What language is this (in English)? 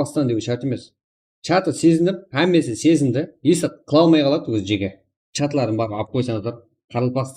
Kara-Kalpak